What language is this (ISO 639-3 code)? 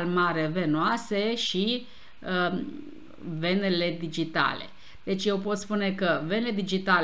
ron